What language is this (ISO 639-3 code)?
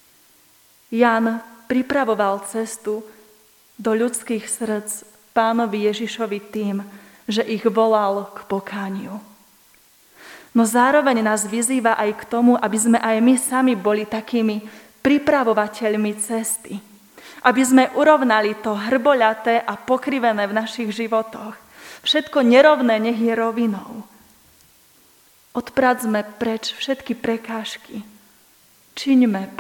slk